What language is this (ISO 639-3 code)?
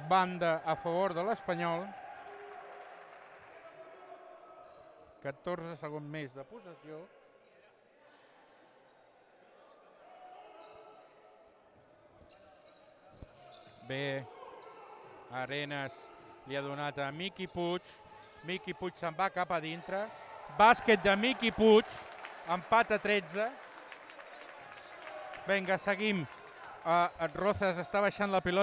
cat